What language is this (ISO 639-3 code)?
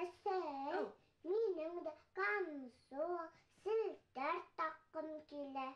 bak